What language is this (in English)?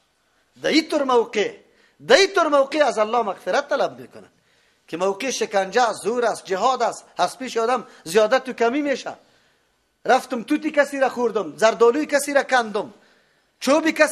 Persian